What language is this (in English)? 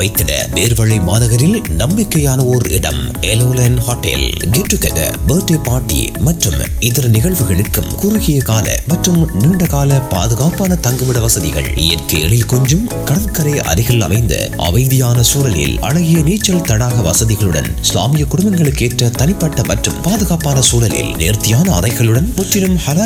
Tamil